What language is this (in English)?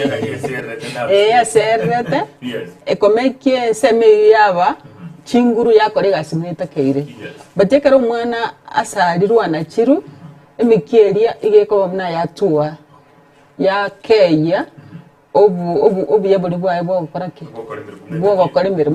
Gusii